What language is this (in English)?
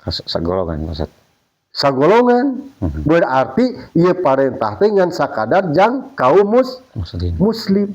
Sundanese